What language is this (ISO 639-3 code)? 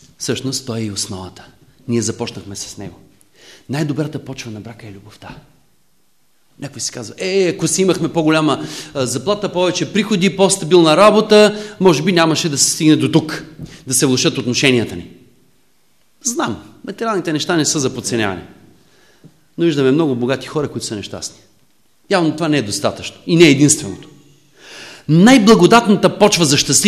bul